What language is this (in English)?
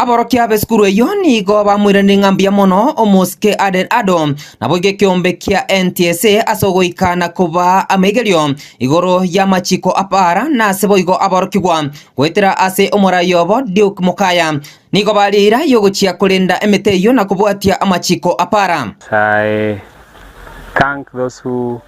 Gusii